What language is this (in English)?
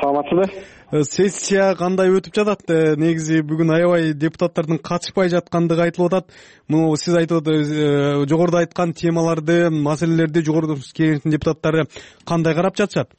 Kyrgyz